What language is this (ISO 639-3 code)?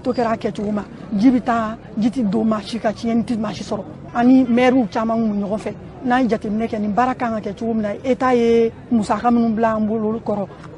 bam